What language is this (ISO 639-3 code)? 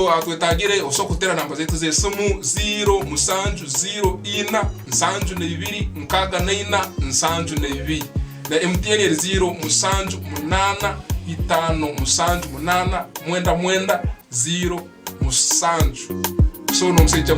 ttj